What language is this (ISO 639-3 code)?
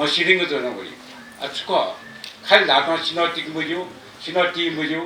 new